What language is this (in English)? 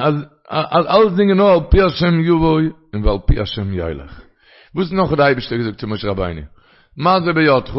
Yiddish